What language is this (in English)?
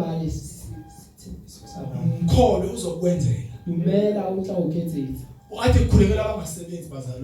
Zulu